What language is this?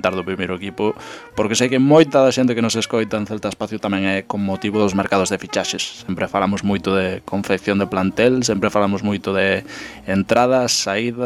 Galician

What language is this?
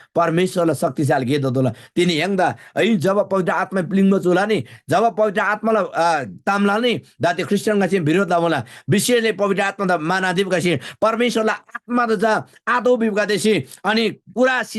Eastern Tamang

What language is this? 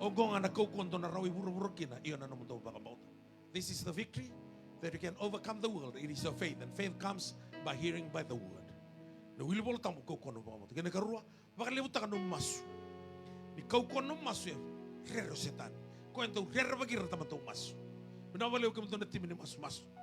Fijian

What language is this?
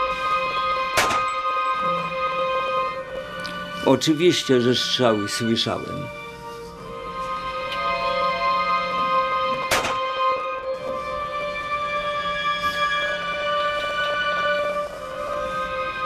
Polish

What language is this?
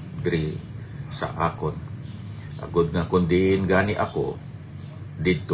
Hiligaynon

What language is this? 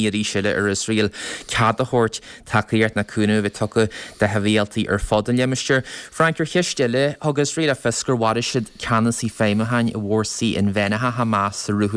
Irish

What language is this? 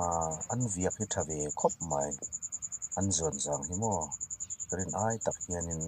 Hmar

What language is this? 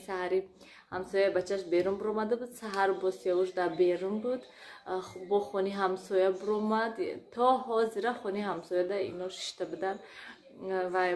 Tajik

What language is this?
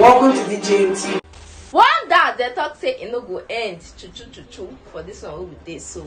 Nigerian Pidgin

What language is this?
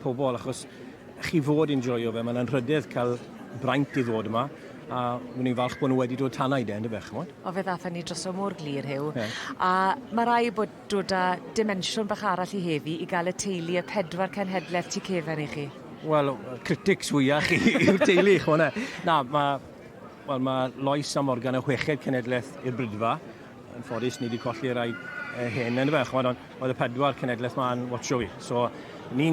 Welsh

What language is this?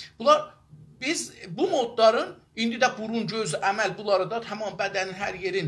South Azerbaijani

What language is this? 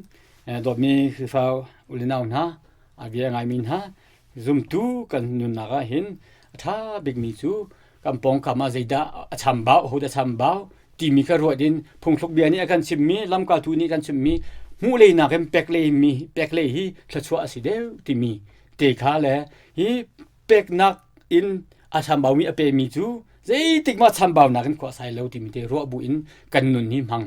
Hakha Chin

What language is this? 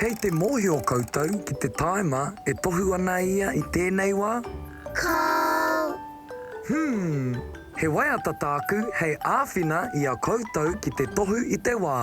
Māori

